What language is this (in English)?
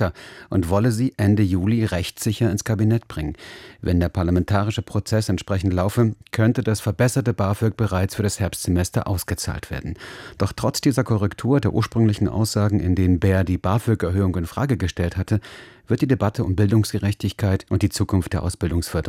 German